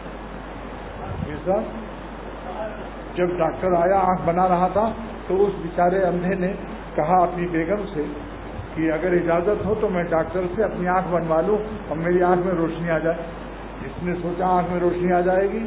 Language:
Urdu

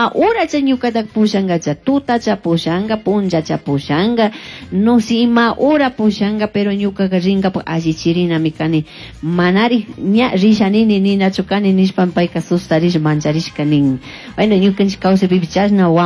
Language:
Chimborazo Highland Quichua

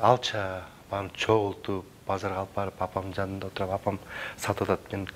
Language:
Kyrgyz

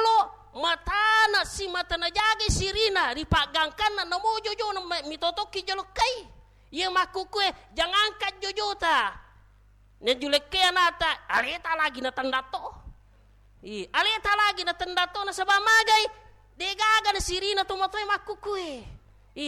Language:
Buginese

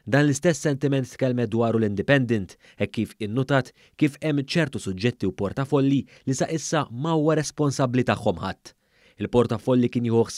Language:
Maltese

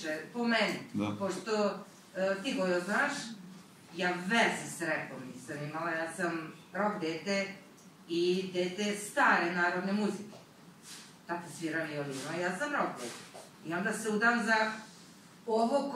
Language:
Serbian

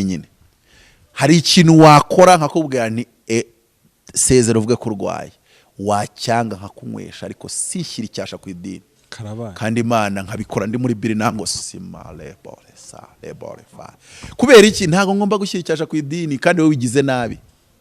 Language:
Kinyarwanda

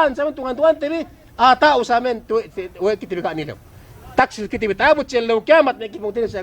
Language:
Yakan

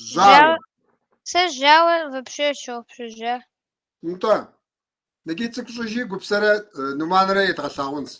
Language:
Kabardian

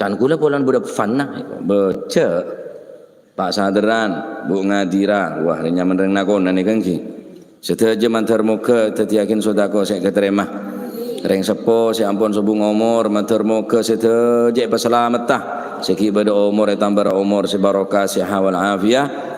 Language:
Madurese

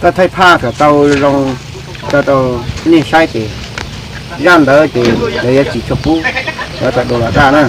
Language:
Hmong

